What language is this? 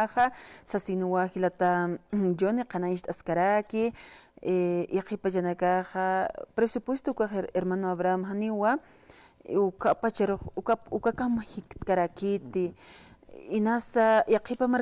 Aymara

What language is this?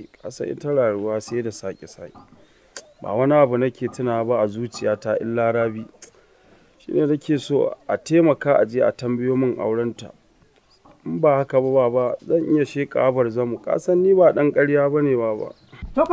Hausa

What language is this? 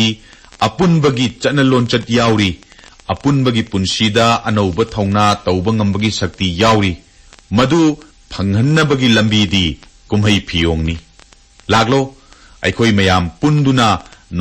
Manipuri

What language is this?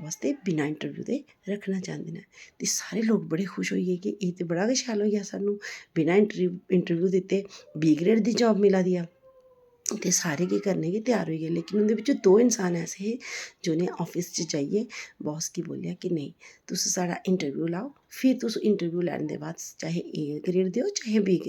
Dogri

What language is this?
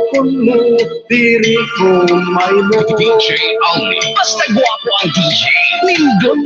Waray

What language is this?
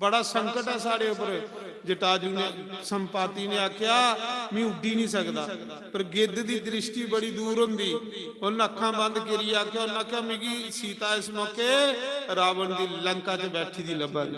Dogri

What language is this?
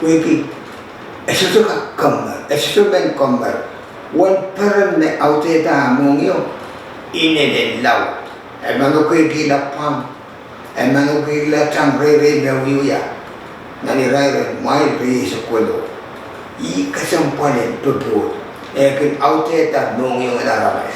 Pohnpeian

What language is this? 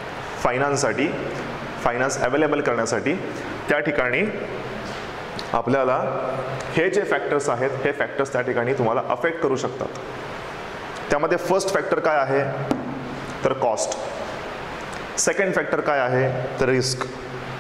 Marathi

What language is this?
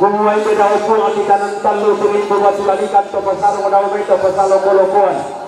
Toraja-Sa'dan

